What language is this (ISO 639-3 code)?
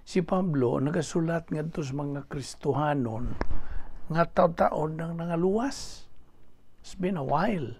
ceb